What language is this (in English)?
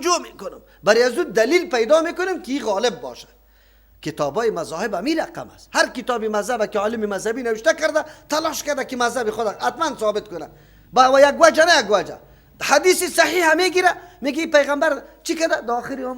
Persian